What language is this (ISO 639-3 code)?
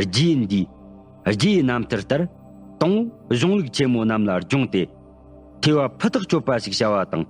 bod